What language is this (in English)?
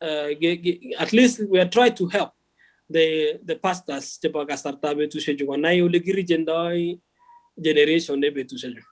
Kalenjin